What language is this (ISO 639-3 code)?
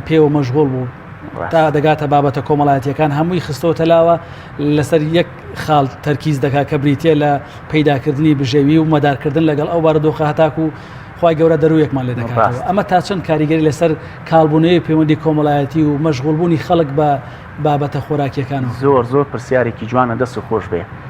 ckb